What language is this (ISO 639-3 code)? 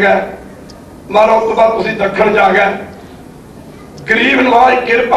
pan